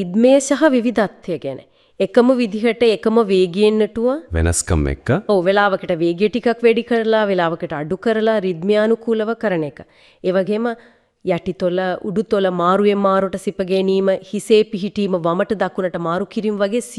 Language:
Sinhala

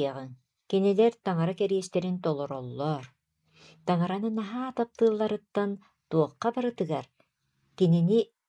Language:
Yakut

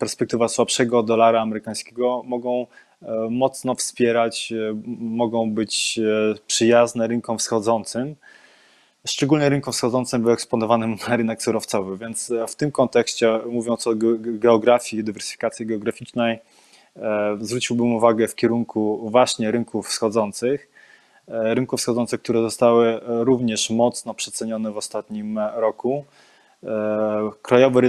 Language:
Polish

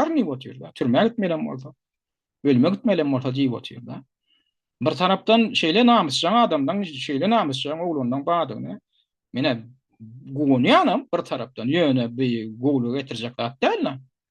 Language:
Turkmen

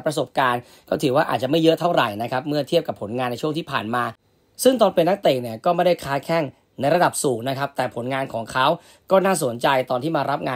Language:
Thai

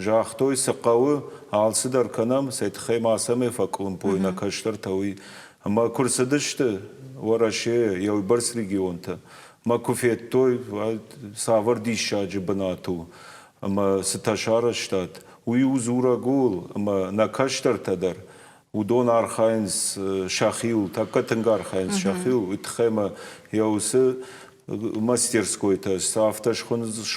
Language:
Ossetic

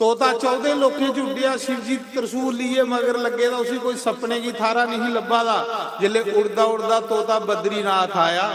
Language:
Dogri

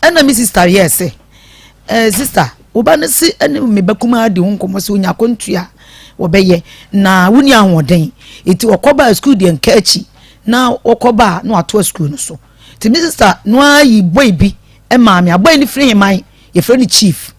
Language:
Akan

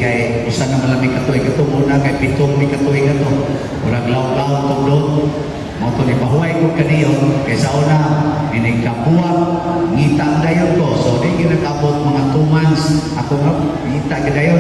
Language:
Cebuano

